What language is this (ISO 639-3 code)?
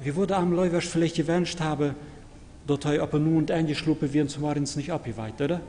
pdt